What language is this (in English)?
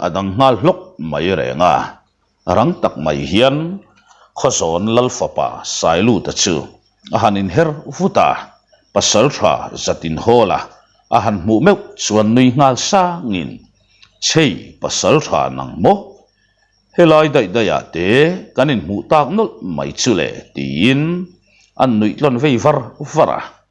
Mizo